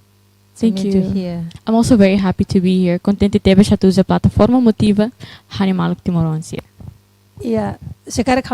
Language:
Tetum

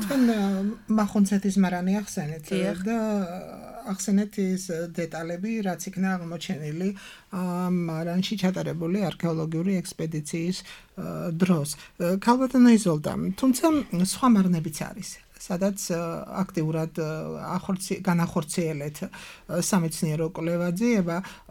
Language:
Georgian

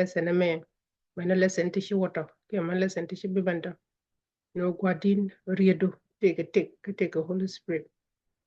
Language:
Nuer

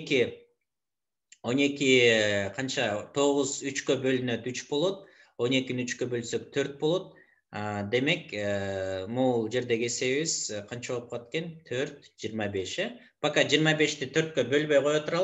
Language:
Kyrgyz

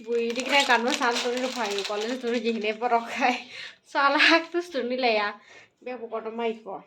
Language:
Kok Borok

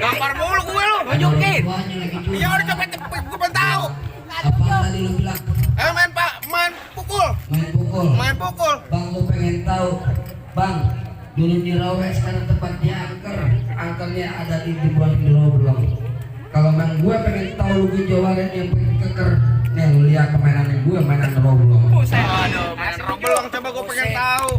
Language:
Betawi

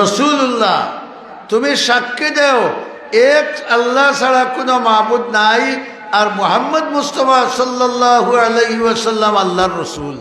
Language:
Sylheti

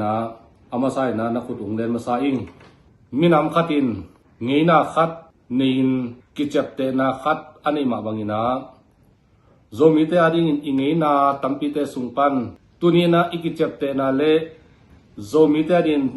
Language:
Tedim Chin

